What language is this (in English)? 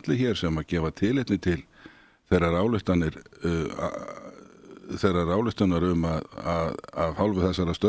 Icelandic